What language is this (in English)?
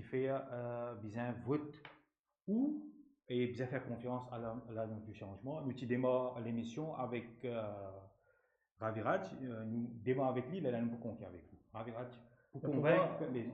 Morisyen